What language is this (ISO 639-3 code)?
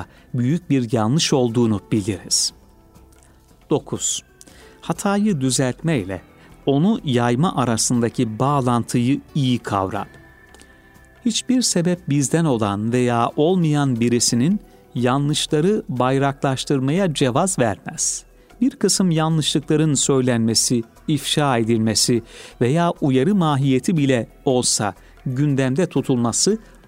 tur